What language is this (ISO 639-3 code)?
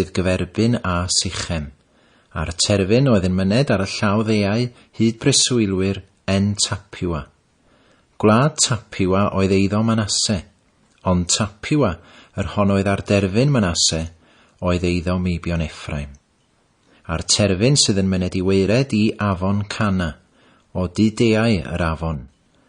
cym